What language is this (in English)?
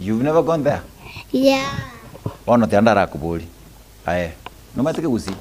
Gusii